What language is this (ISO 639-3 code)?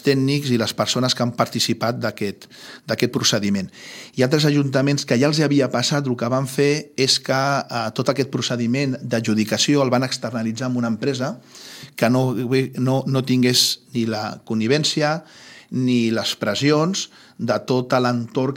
cat